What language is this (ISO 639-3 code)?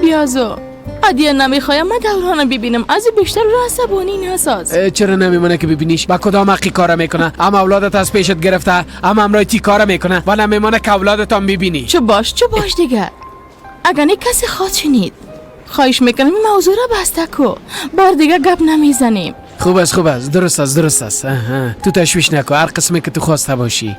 fas